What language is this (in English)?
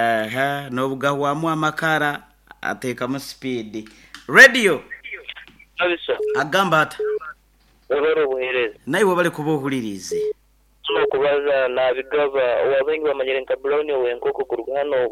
Nyoro